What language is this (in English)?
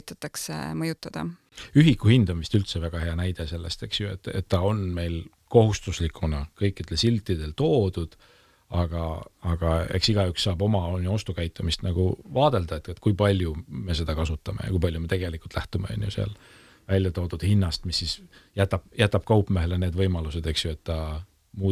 Estonian